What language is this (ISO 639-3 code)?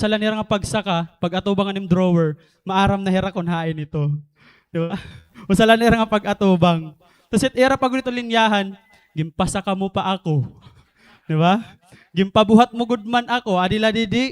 war